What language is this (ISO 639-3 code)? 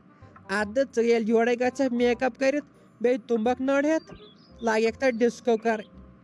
kas